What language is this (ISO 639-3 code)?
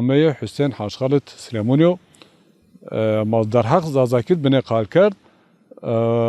zza